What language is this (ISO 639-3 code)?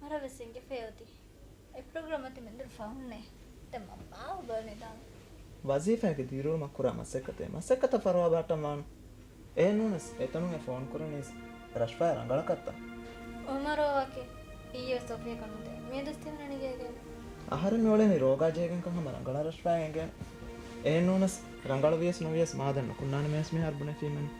div